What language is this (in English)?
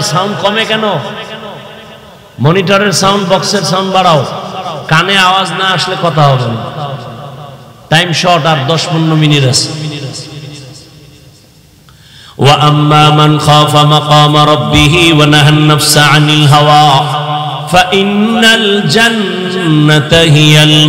Bangla